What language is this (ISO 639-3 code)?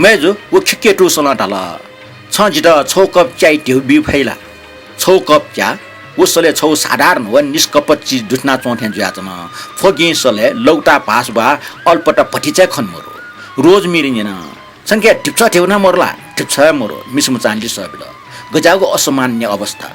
new